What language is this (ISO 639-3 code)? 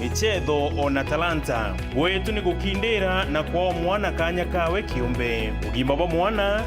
mer